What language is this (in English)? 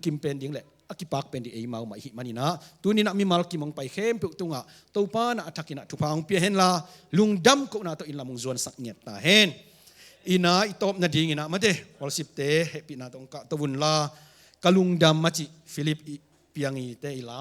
Tedim Chin